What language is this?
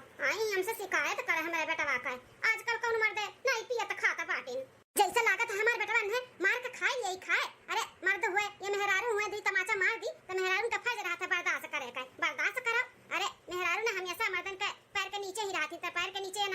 Awadhi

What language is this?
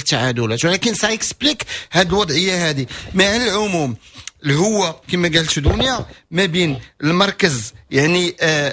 Moroccan Arabic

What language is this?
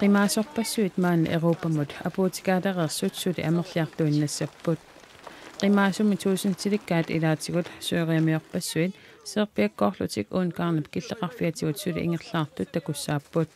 Kalaallisut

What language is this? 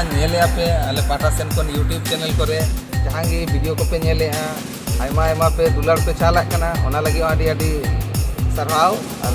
Santali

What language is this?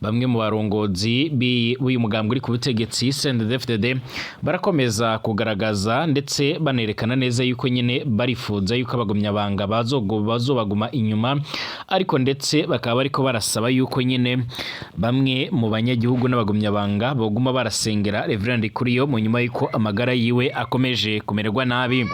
Rundi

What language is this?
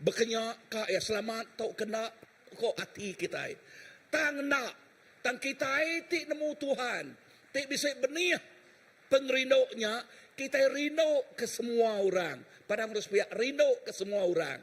Iban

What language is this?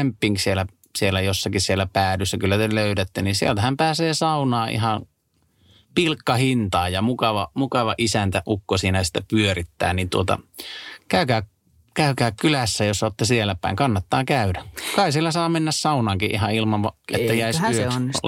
Finnish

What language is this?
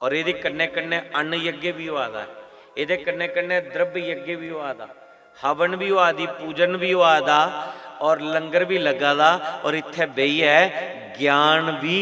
Dogri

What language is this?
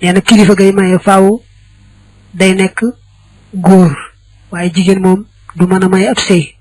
Wolof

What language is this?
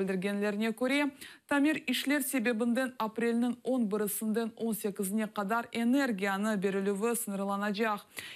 Crimean Tatar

